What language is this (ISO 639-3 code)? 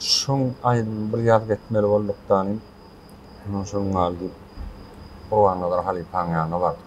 tuk